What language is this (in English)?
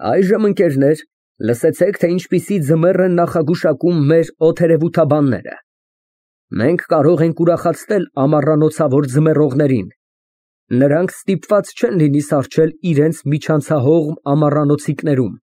Armenian